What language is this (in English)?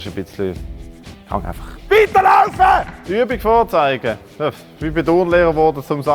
Swiss German